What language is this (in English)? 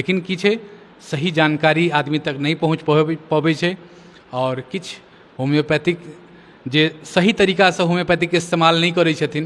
Maithili